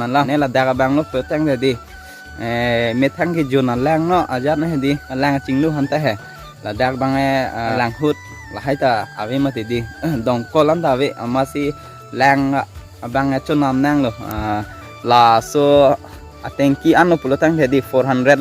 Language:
Karbi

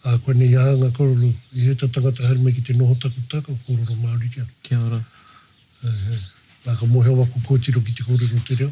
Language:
Māori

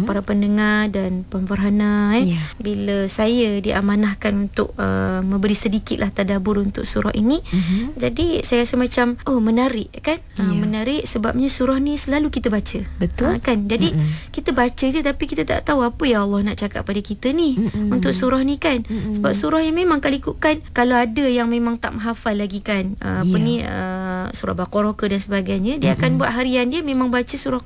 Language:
Malay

